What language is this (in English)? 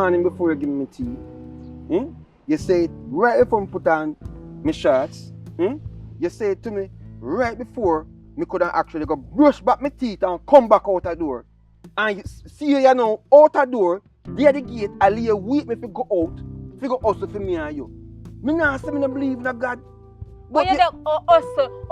Jamaican Creole English